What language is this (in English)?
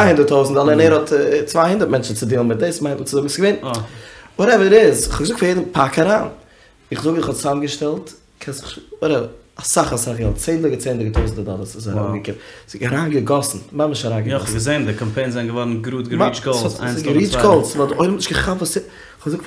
Yiddish